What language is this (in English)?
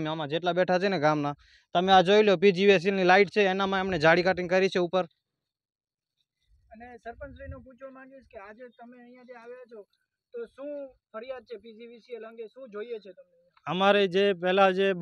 Gujarati